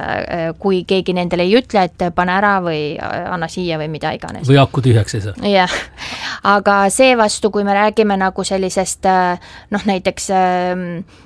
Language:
Estonian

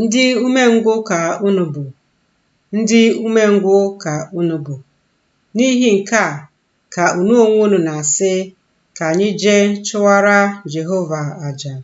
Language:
Igbo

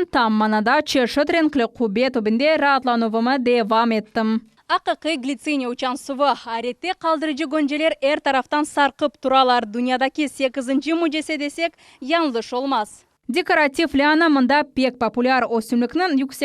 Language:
Crimean Tatar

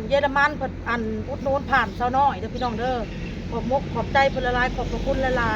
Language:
Northeastern Thai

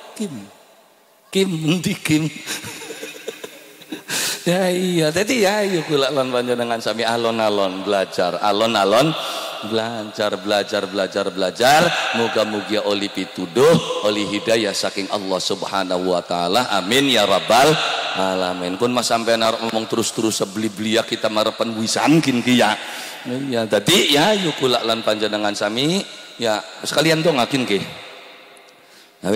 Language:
Javanese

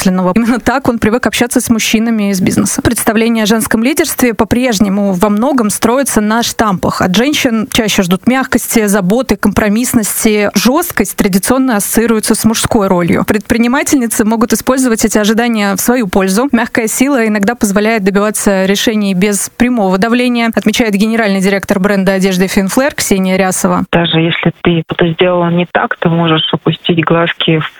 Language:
Russian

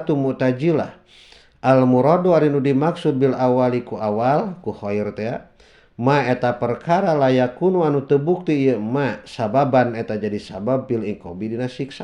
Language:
Sundanese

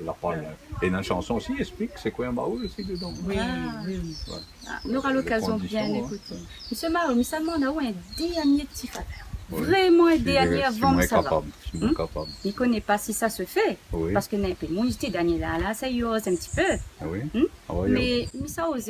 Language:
Réunion Creole French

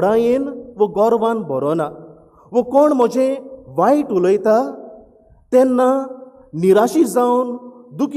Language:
Konkani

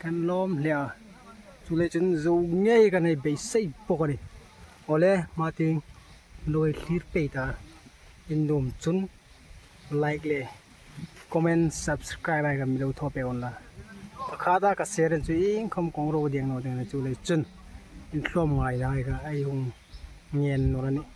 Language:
Hmar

